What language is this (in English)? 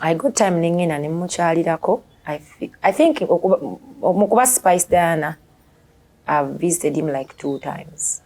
Ganda